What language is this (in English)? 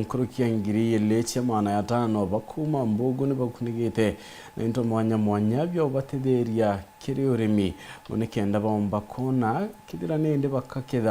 Meru